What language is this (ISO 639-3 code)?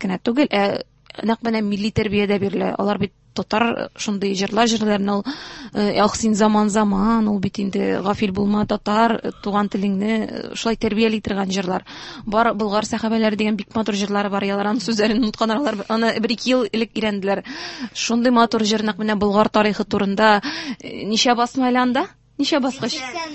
tat